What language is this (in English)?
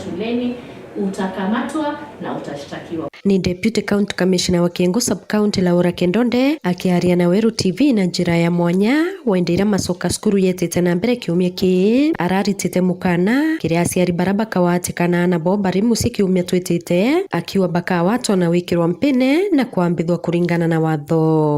Meru